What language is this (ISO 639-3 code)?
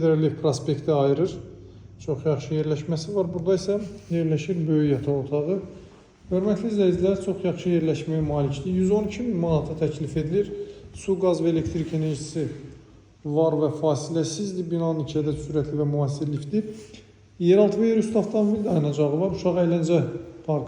aze